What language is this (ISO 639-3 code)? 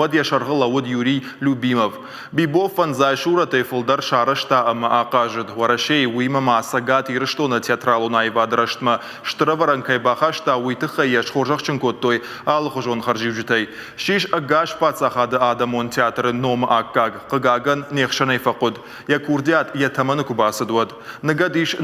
oss